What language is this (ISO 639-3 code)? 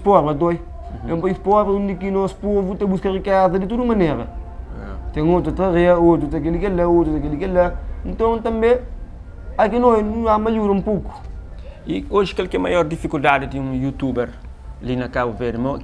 kea